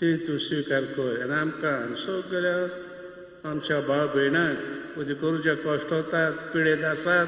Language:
Konkani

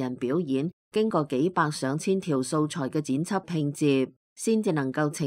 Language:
Cantonese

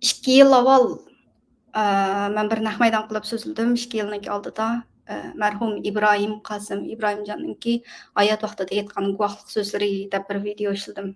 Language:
Uyghur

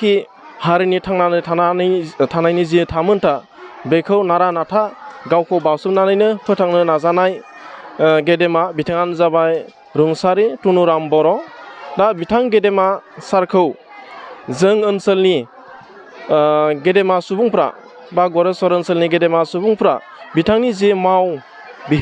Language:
Bodo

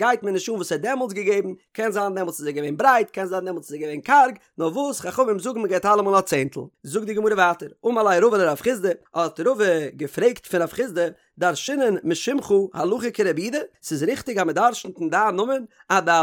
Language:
Yiddish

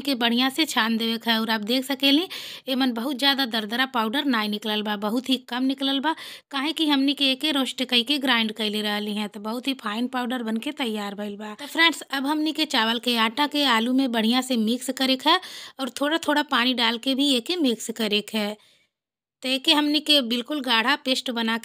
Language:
Bhojpuri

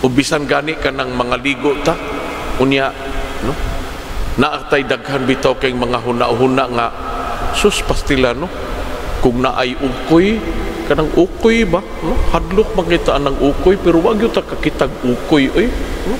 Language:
Cebuano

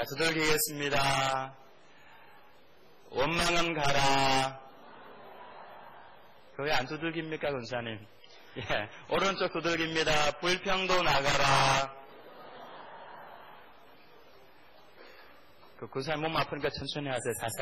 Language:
Korean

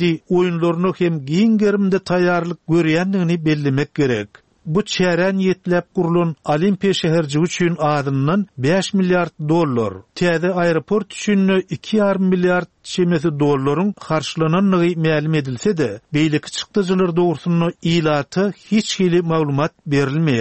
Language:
Turkmen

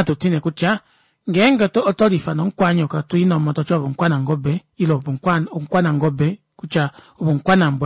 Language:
Kuanyama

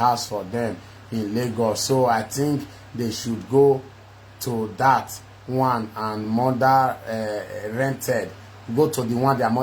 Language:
Nigerian Pidgin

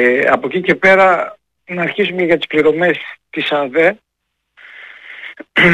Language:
Greek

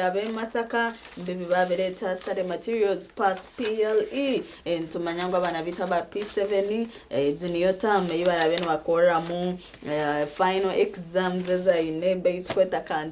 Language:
Nyankole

